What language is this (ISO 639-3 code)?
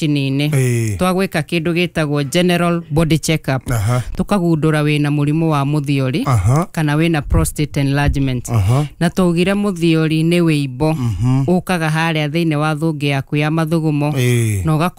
kik